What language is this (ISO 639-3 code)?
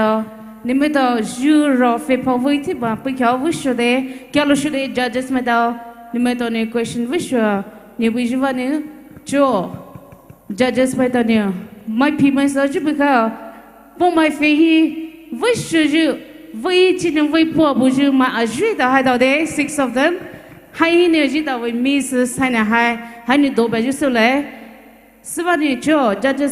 pmx